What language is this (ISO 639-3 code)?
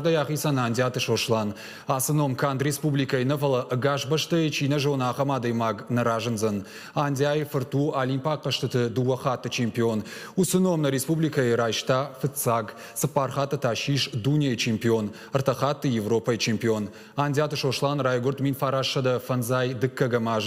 oss